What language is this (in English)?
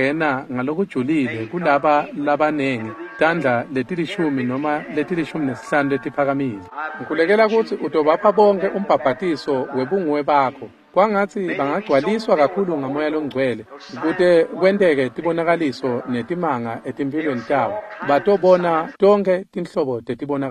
Swati